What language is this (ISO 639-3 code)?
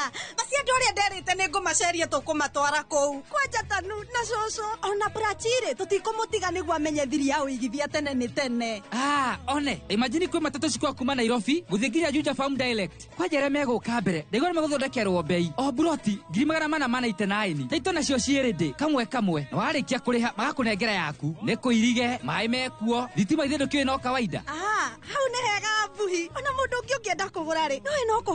kik